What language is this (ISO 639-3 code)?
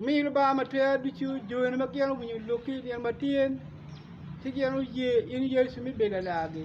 ach